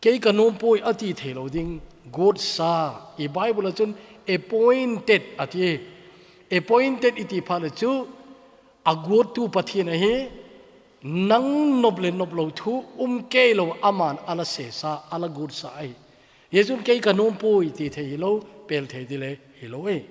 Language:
Thado Chin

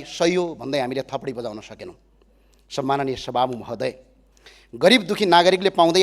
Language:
Nepali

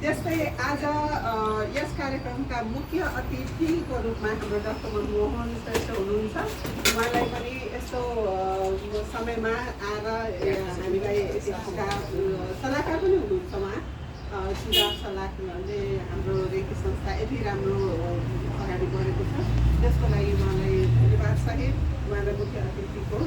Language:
Nepali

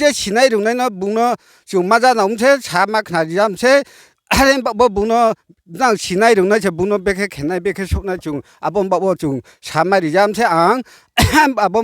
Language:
Riang (India)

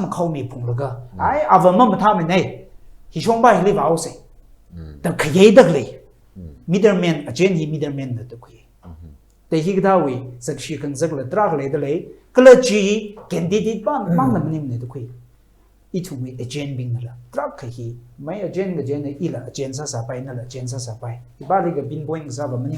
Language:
Tangkhul Naga (India)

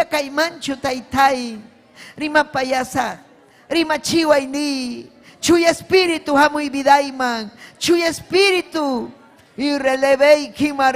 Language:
Ayacucho Quechua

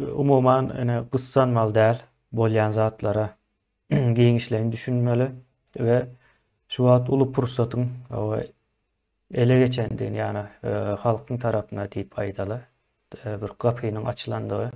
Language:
Turkmen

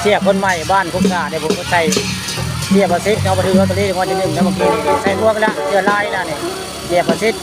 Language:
Northeastern Thai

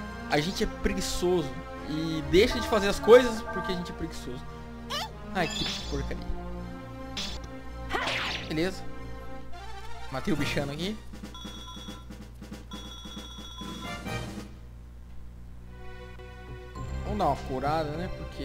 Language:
Portuguese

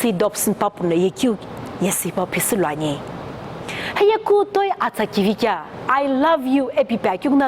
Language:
Sumi Naga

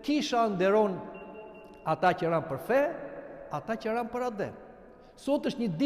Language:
Albanian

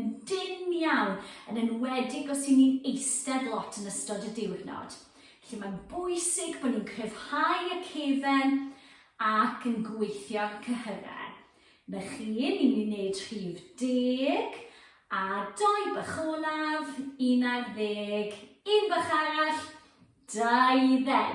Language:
Welsh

